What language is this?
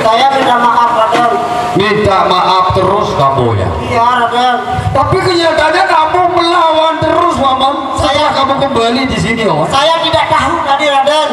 Sasak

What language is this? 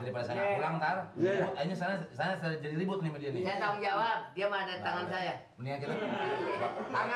Betawi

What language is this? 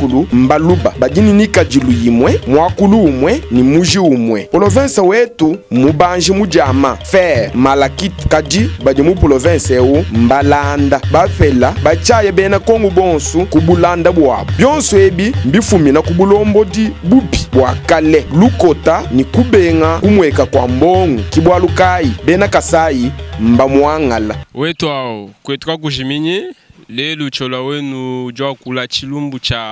Luba-Lulua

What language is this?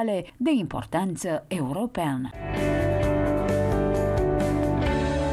Romanian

